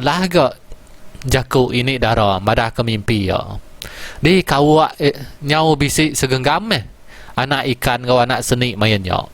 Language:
Iban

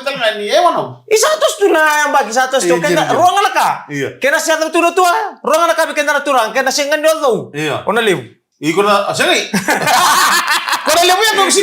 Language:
Fijian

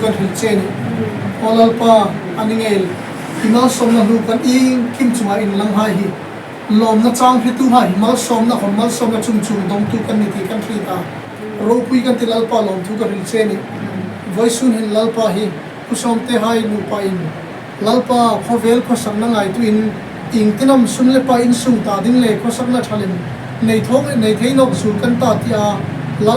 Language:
Hmar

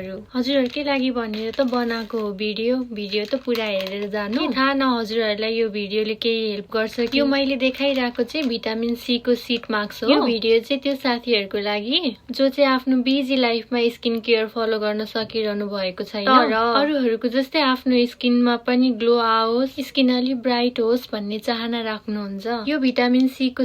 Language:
Nepali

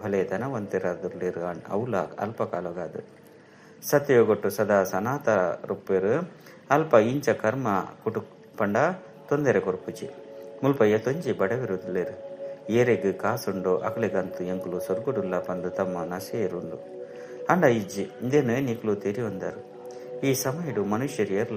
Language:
Tulu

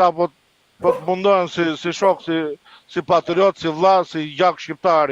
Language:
Albanian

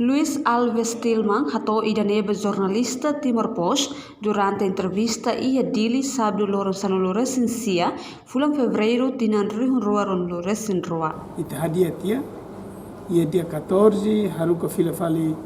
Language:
Tetum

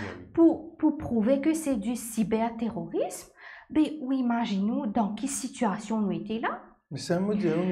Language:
Morisyen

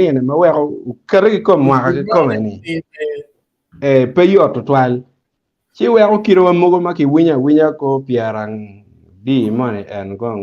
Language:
Acoli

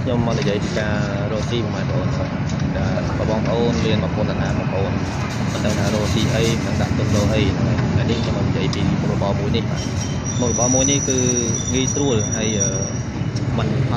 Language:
Khmer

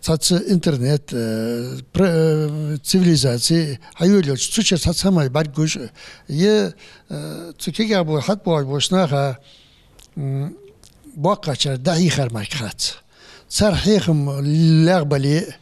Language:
Ingush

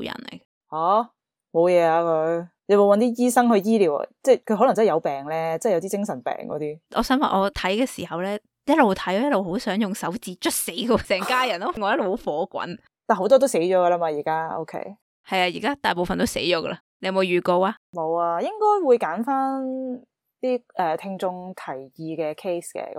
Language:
Cantonese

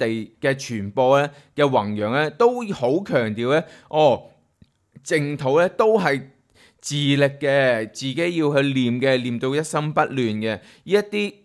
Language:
Cantonese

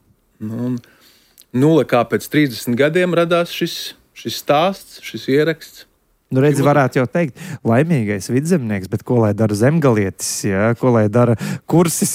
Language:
Latvian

